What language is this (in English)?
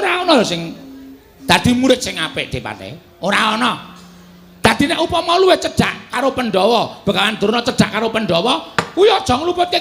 Javanese